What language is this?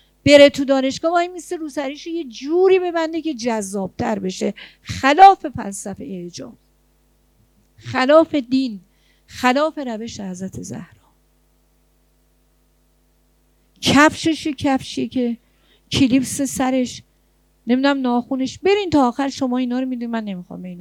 Persian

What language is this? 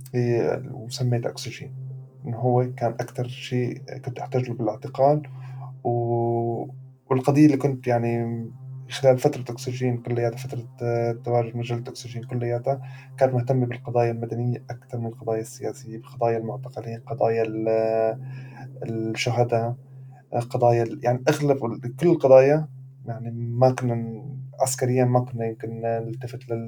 North Levantine Arabic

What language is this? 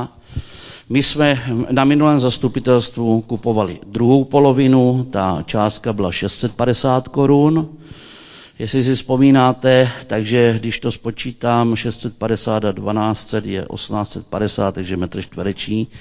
Czech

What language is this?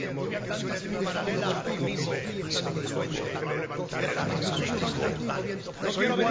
Catalan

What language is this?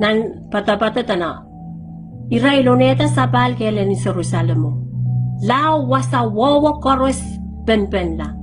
Pohnpeian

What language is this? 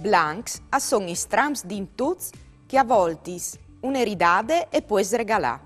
Friulian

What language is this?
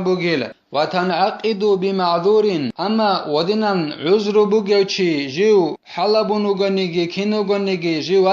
Avaric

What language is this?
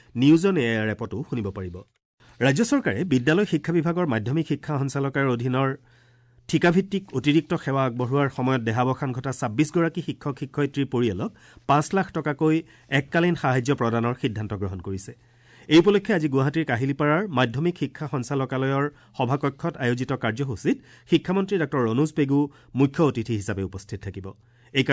Assamese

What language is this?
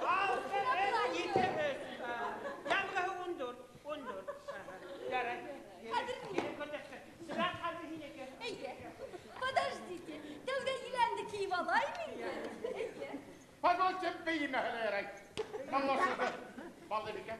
Bashkir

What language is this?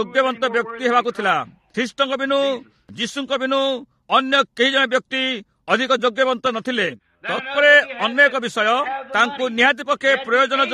Odia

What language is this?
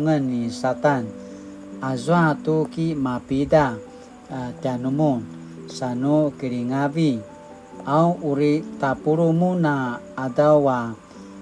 Paiwan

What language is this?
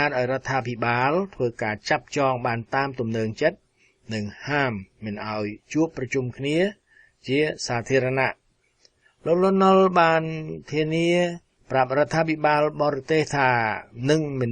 Khmer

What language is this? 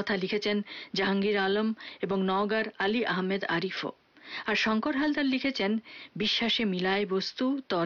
Bangla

